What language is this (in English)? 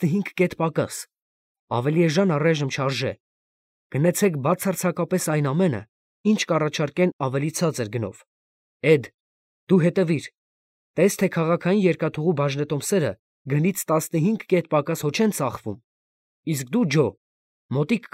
Armenian